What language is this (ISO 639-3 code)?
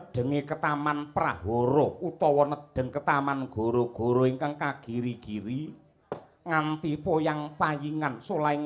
jav